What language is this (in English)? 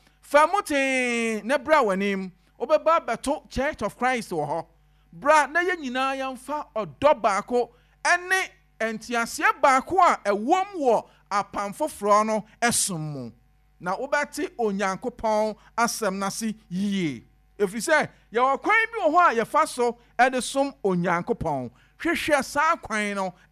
Akan